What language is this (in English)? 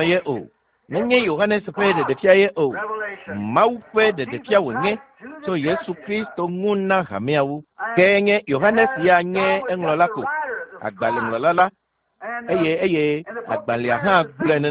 Ewe